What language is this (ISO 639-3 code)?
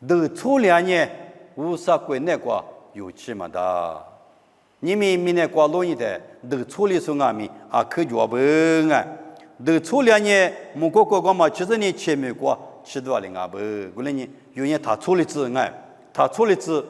lis